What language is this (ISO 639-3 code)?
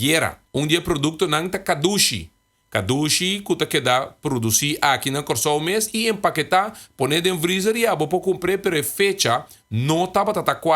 pap